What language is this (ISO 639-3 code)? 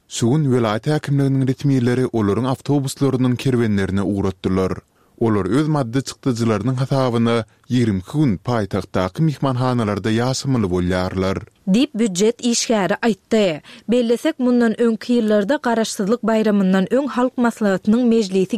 tuk